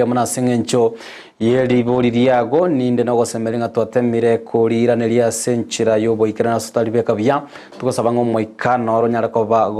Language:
Gusii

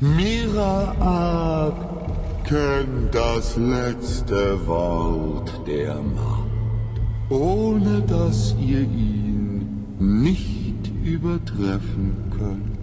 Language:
Bavarian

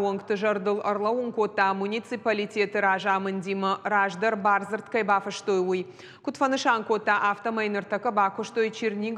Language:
Ossetic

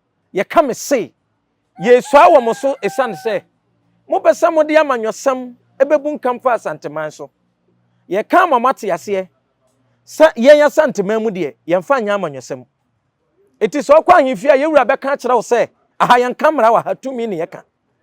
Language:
Akan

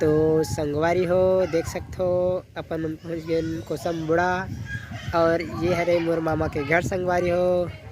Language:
Chhattisgarhi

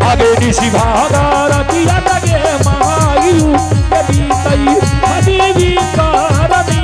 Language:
Angika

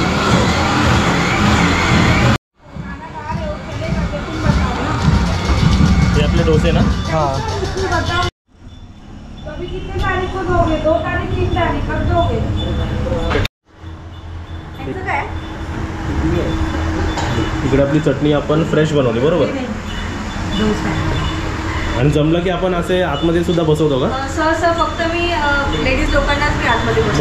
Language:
Marathi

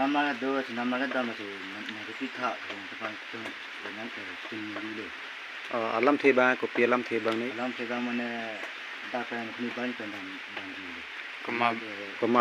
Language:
Karbi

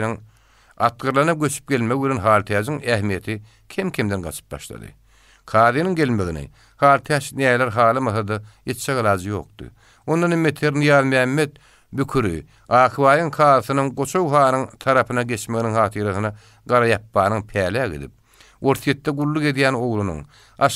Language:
Turkmen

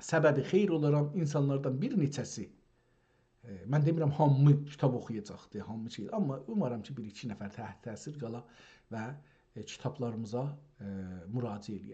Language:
South Azerbaijani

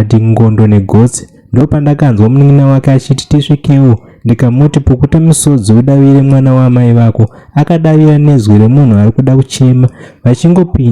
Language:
Shona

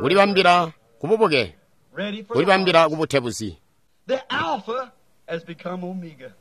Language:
Tonga (Zambia)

